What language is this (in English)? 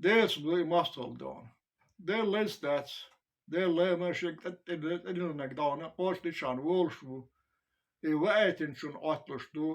Chechen